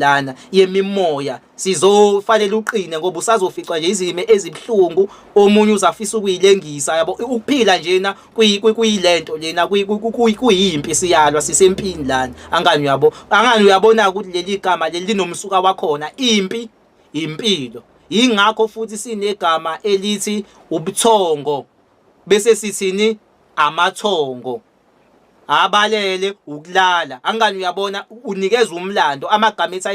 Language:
Zulu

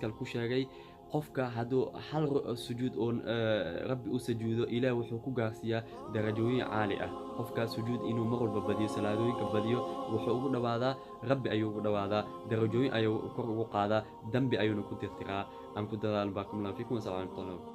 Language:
Somali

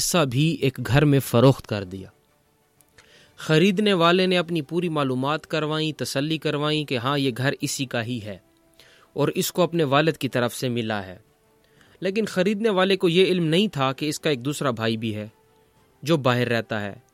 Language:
Urdu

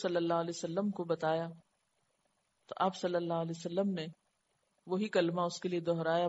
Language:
Urdu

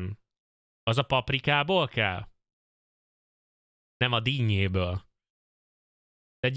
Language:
Hungarian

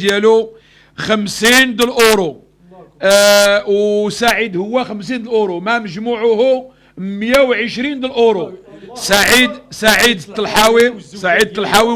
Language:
Moroccan Arabic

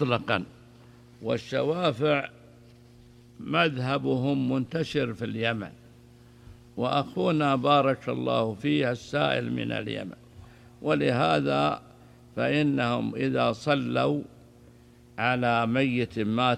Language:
Arabic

